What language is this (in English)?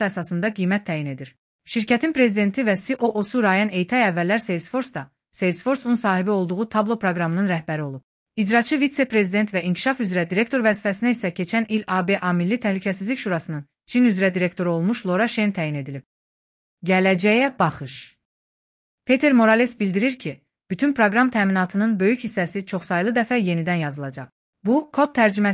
Azerbaijani